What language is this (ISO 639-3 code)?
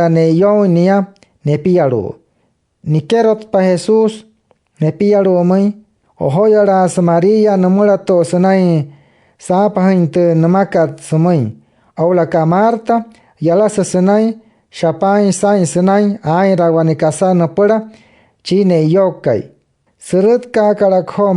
guc